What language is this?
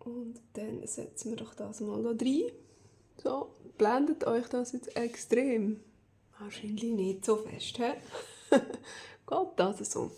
Swiss German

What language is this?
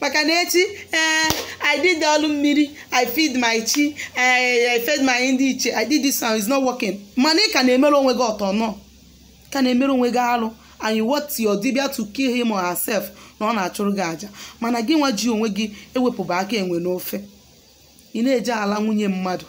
Igbo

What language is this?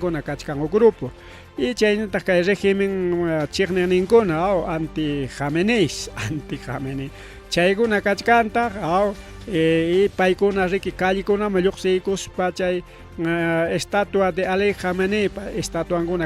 Ayacucho Quechua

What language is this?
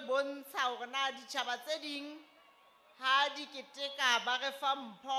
Southern Sotho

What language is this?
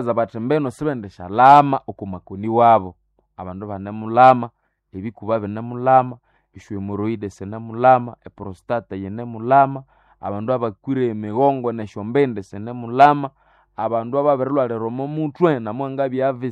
Nande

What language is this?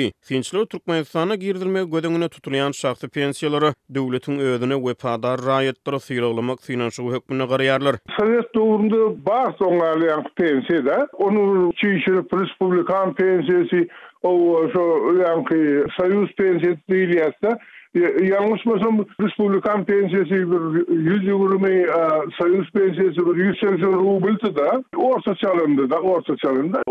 Turkmen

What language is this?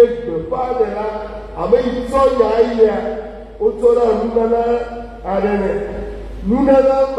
Ewe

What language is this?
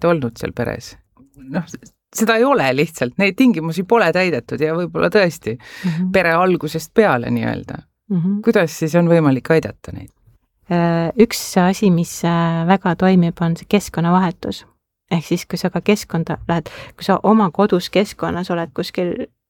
Estonian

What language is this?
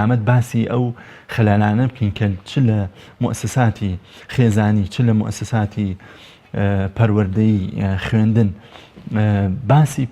Central Kurdish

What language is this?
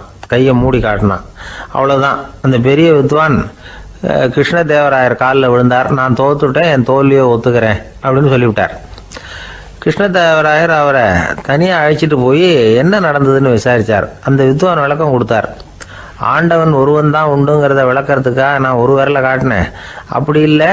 Tamil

